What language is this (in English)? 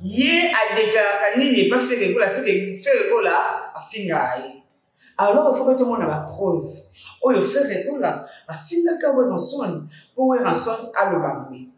Lingala